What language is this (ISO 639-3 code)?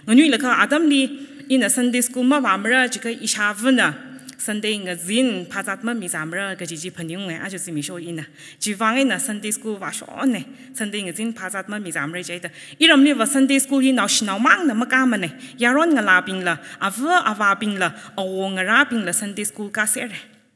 nmf